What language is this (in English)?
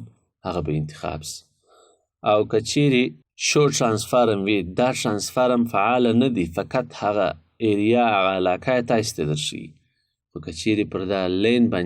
Pashto